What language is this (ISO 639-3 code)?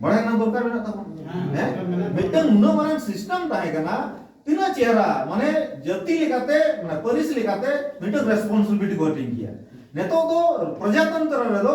sat